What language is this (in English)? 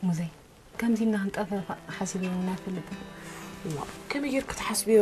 Tigrinya